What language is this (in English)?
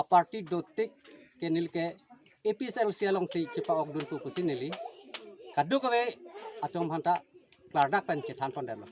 Karbi